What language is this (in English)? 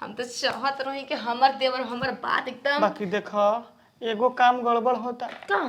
Bhojpuri